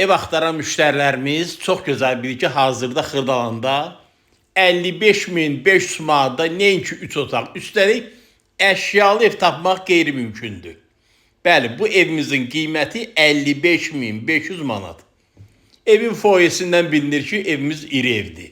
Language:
Azerbaijani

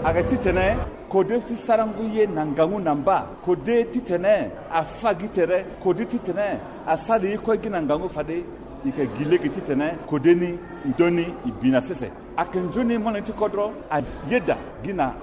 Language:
Sango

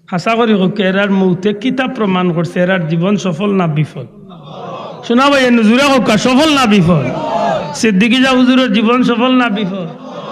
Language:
Sylheti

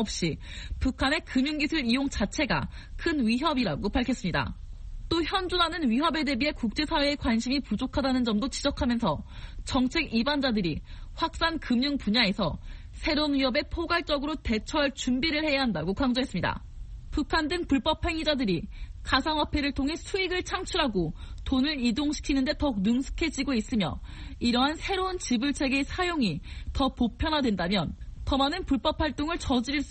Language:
Korean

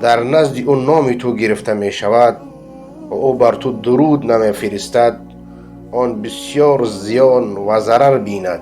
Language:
Persian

